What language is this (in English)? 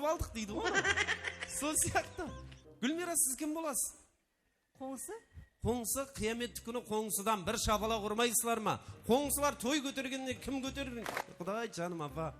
Kara-Kalpak